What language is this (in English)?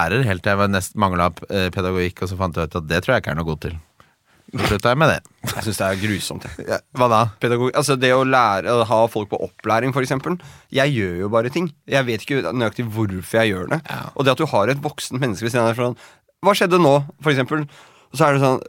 Norwegian